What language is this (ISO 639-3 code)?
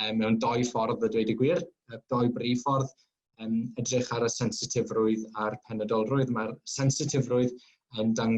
cym